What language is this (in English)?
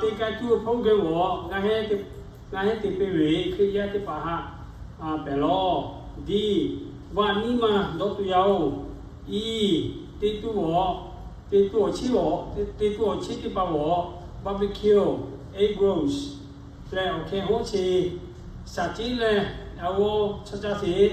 Lahu